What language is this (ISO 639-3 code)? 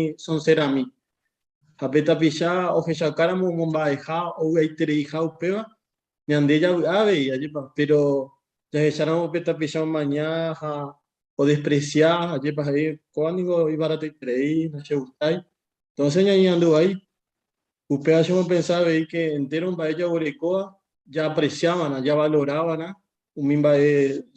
grn